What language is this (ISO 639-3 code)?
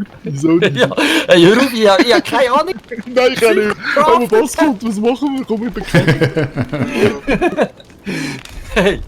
gsw